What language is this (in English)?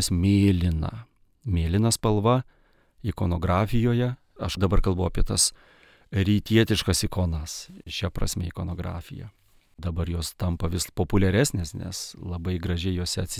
Lithuanian